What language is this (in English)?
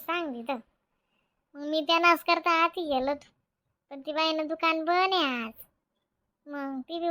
Khandesi